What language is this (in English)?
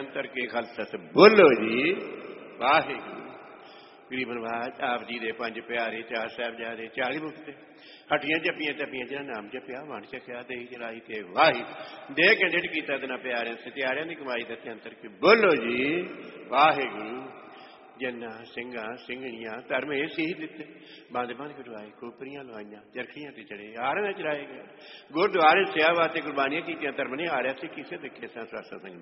Punjabi